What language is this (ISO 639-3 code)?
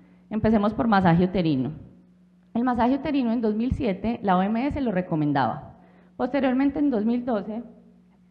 spa